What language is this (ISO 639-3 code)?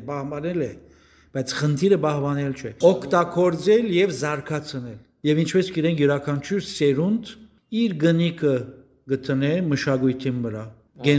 hyw